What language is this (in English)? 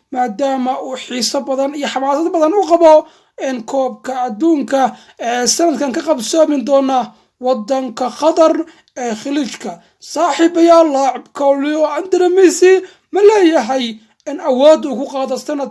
Somali